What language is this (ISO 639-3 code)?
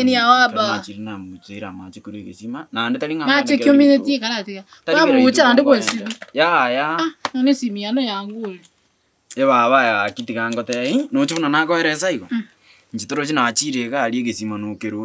guz